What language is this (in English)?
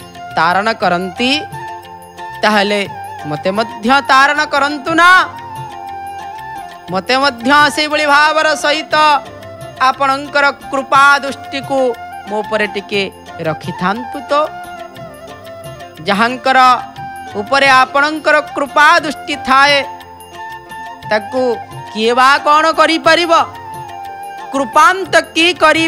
Odia